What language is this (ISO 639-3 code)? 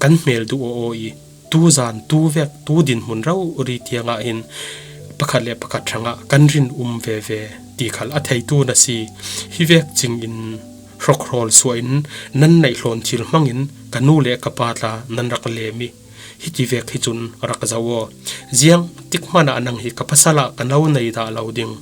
cfm